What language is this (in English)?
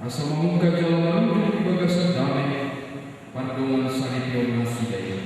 Batak Toba